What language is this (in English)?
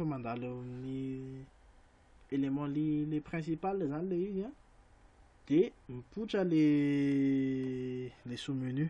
Malagasy